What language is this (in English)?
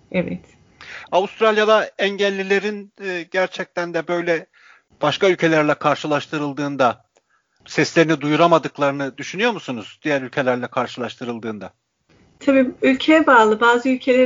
Turkish